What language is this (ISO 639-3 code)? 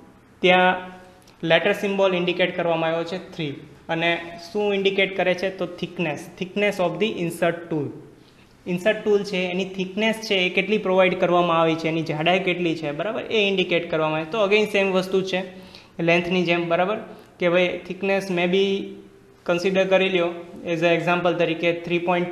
guj